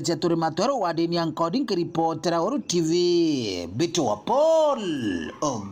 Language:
Meru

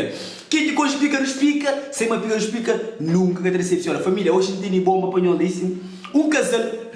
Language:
Kabuverdianu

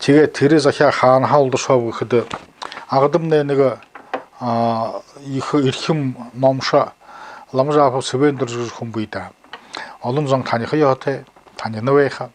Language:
Buriat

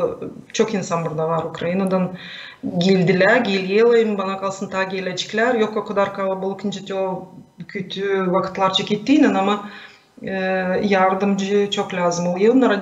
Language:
Gagauz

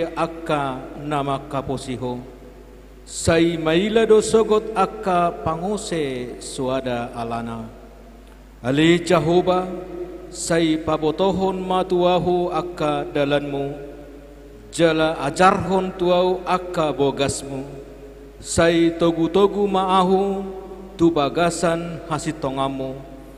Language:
Batak Toba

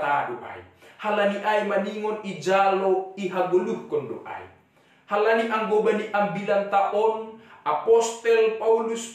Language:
Batak Simalungun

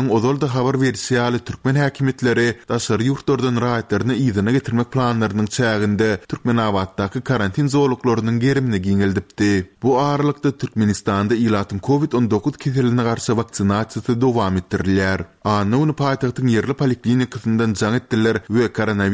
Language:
Turkmen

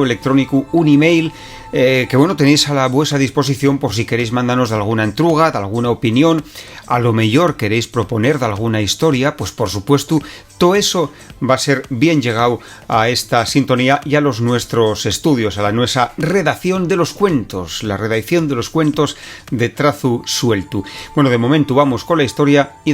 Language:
Asturian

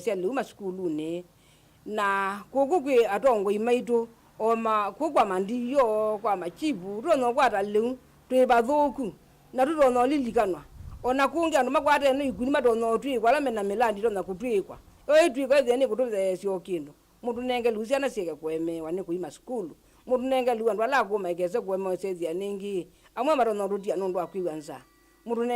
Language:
Kamba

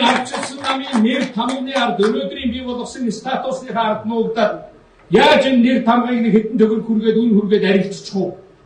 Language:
Mongolian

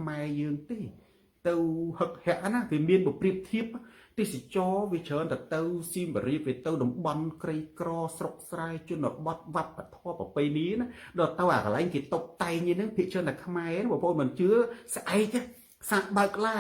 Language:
Khmer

